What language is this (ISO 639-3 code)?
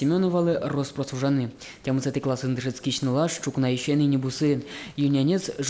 udm